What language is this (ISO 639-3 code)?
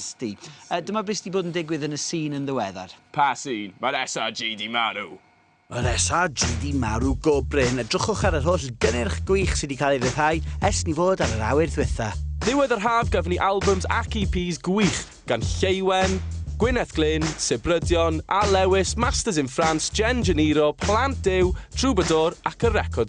cym